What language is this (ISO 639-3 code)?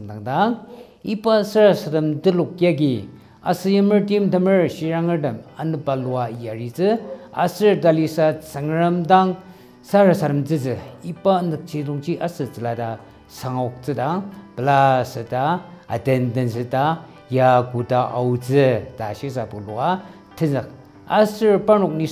njo